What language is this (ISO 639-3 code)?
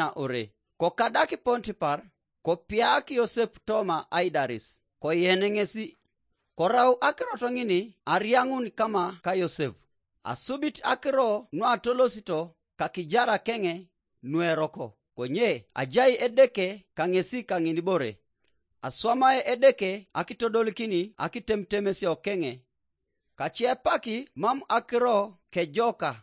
teo